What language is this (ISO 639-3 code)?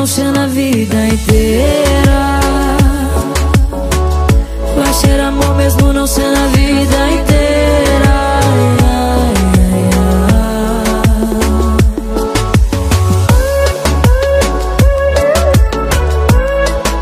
por